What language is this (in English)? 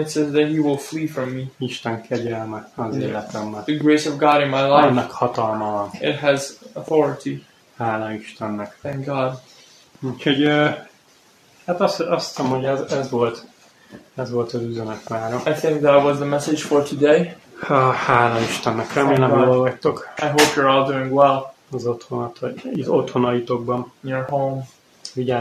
Hungarian